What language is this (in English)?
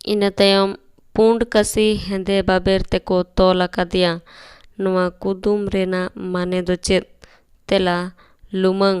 Santali